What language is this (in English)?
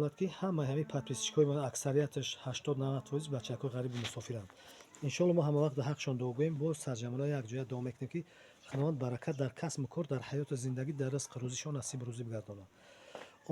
Tajik